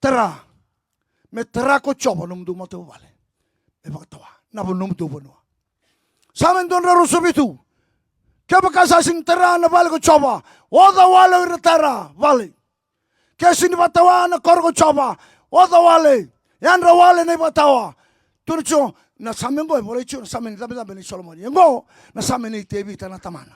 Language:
Fijian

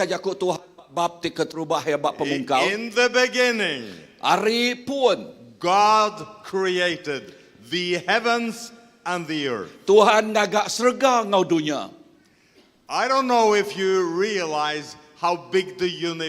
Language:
Iban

